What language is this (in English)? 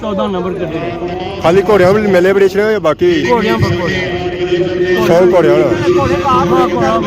Pahari-Potwari